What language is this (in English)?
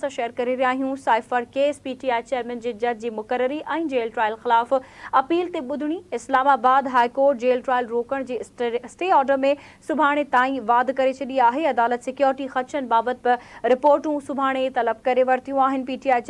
Sindhi